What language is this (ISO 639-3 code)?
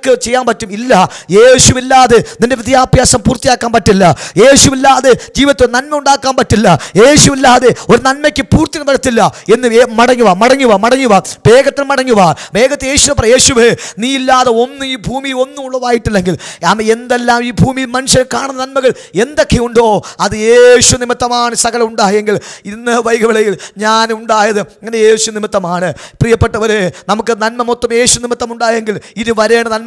mal